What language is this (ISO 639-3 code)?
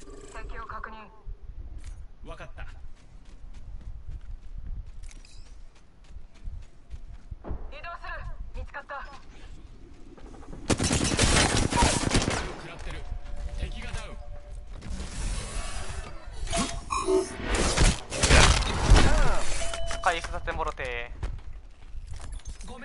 jpn